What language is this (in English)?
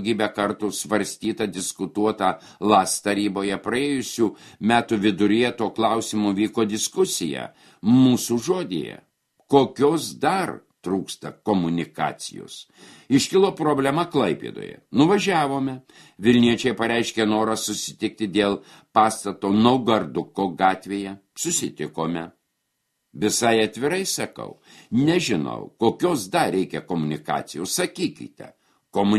Lithuanian